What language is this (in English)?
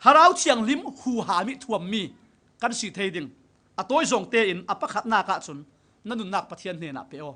Falam Chin